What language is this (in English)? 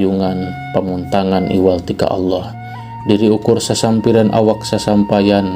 Sundanese